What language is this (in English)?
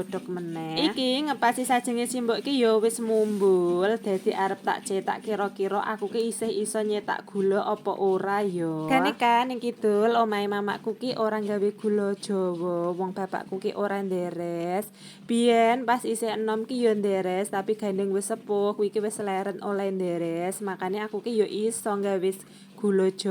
Javanese